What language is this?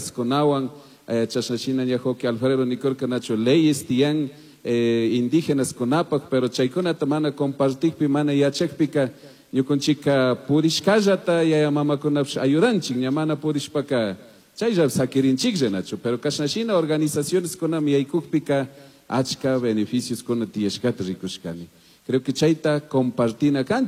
Chimborazo Highland Quichua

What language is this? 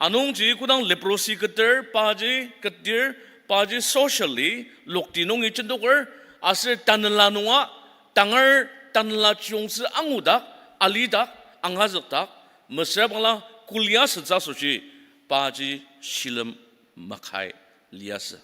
Ao Naga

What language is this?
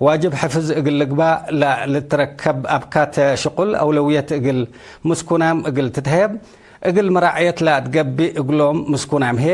Tigre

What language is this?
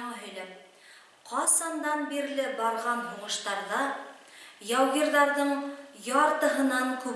Bashkir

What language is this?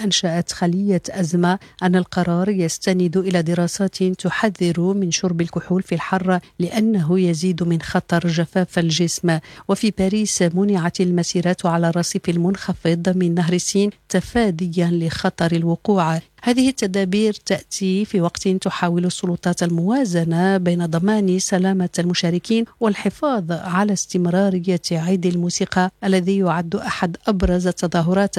Arabic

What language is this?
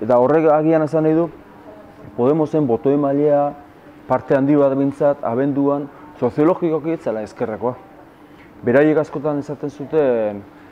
Basque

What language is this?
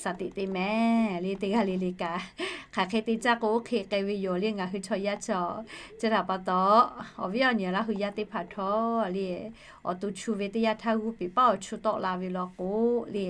Lahu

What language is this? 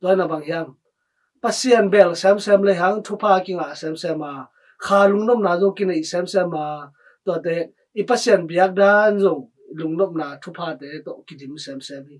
Tedim Chin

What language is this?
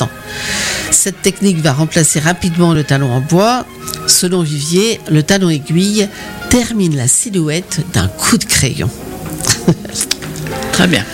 French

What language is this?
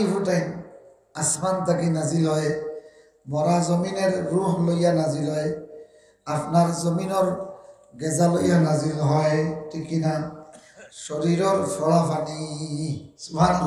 Sylheti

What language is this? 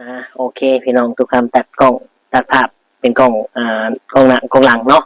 Northeastern Thai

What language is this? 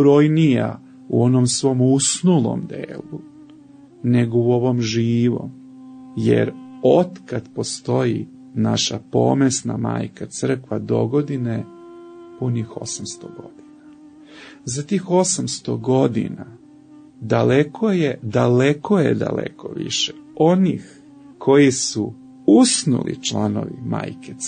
Serbian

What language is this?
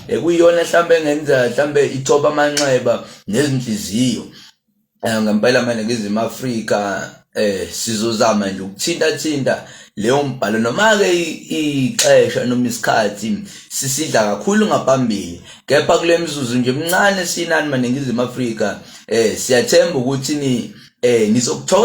Zulu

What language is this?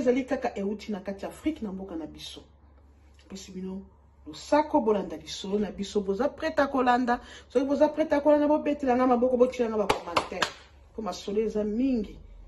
Lingala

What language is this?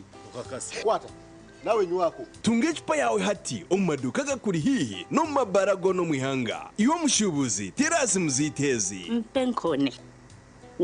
Nyankole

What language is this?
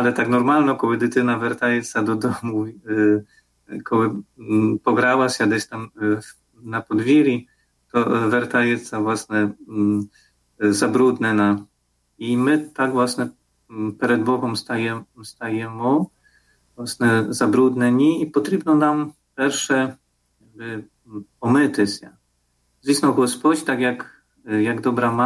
Ukrainian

